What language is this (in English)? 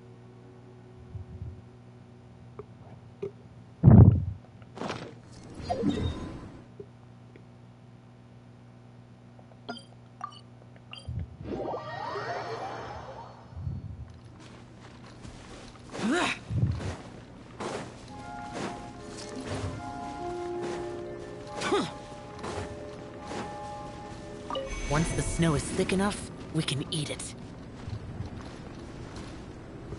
English